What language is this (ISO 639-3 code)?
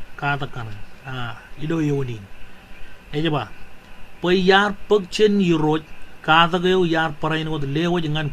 mah